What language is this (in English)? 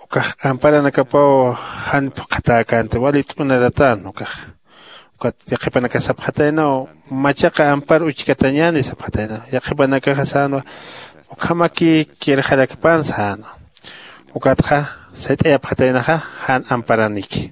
Aymara